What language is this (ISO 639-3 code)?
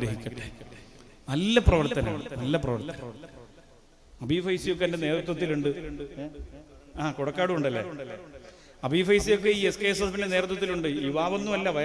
mal